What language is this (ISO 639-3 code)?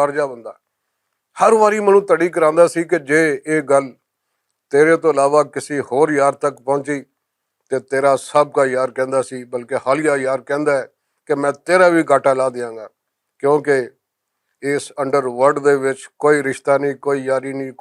lah